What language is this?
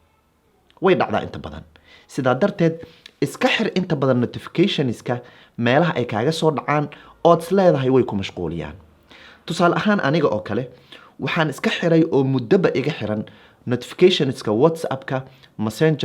Somali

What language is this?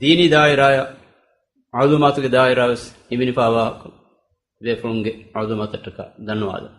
Divehi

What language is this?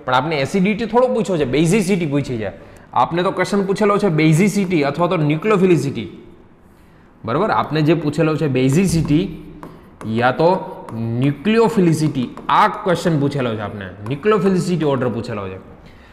Gujarati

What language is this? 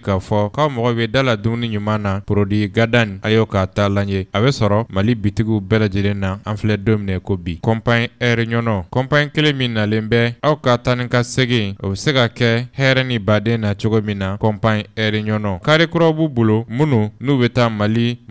Bambara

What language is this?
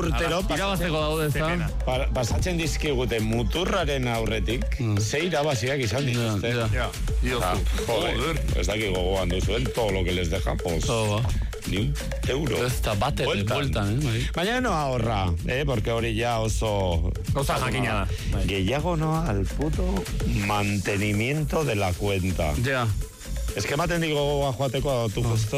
Basque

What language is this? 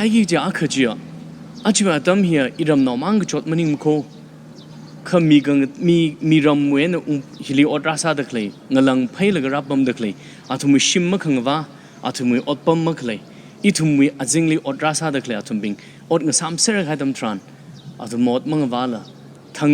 Tangkhul Naga (India)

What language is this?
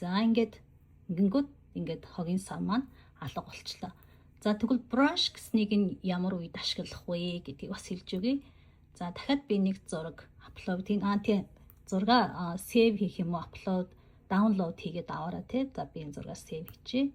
Mongolian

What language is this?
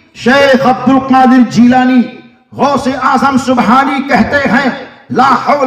Urdu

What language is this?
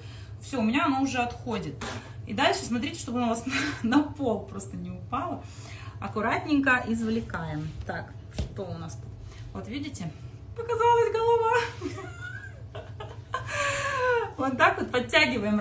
Russian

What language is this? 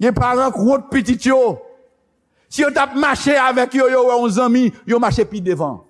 Haitian Creole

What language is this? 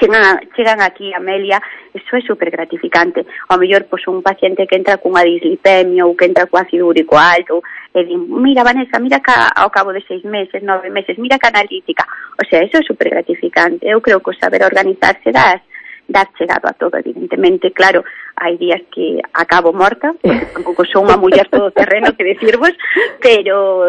Galician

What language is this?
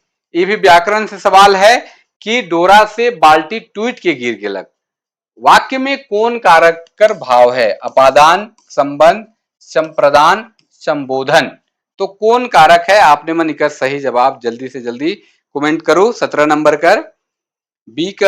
Sadri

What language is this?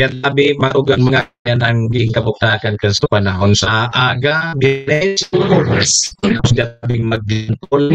Bikol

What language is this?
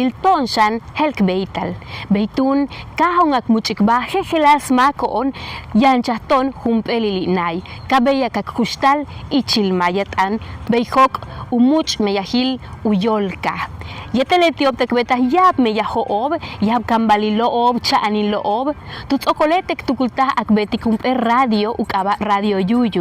Yucateco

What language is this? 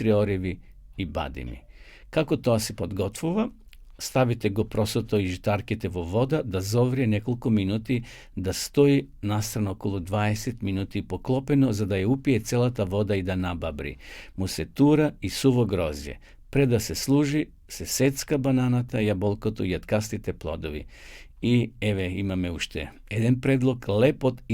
Macedonian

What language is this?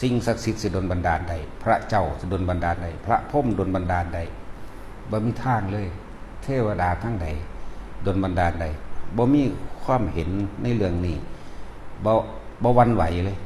Northeastern Thai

